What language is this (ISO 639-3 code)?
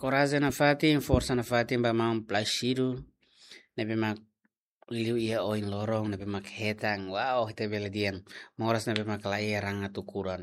tet